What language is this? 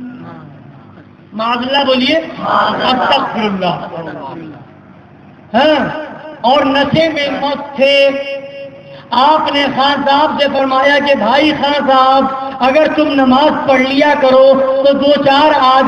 Urdu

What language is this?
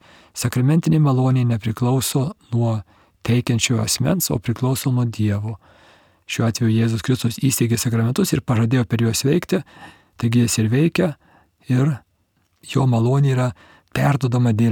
Lithuanian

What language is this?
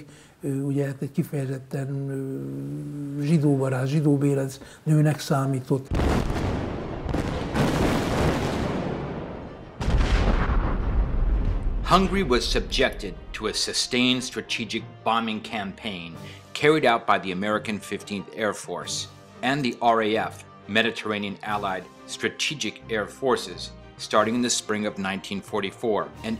Hungarian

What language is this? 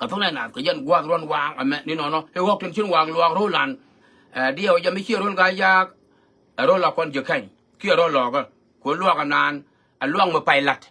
Nuer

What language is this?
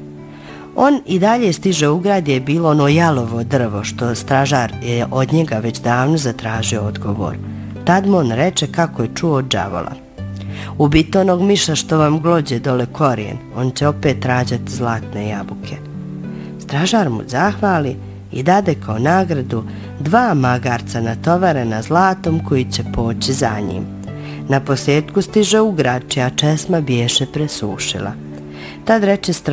Bosnian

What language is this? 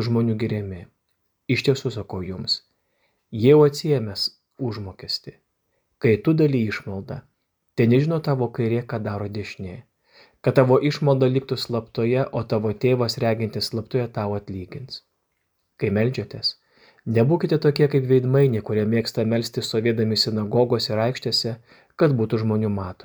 Lithuanian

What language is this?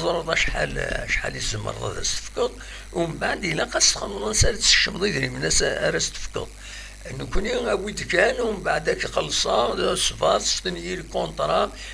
Kabyle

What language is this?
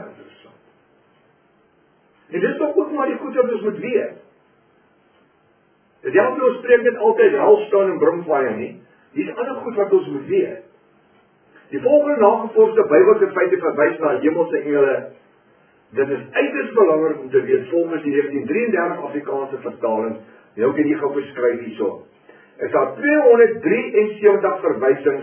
Afrikaans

